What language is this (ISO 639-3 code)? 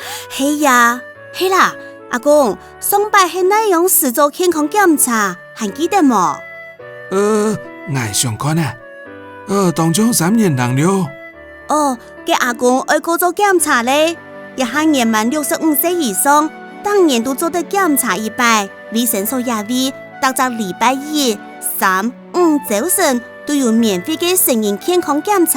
hak